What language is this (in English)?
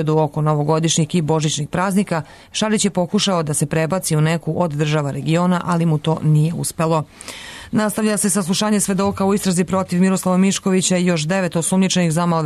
Serbian